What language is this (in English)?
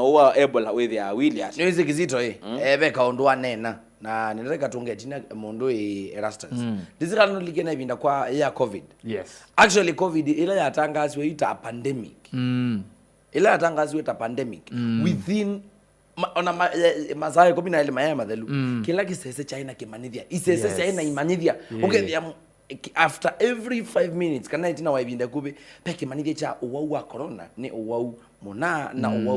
Kamba